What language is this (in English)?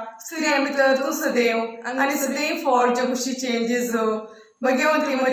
Konkani